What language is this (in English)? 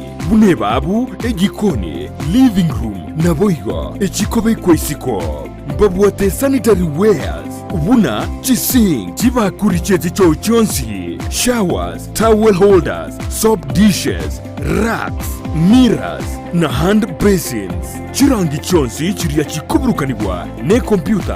Gusii